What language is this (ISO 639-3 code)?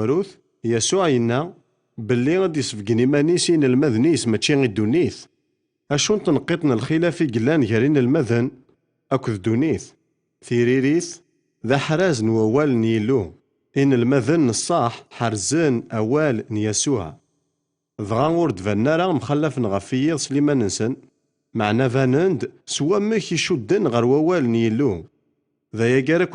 kab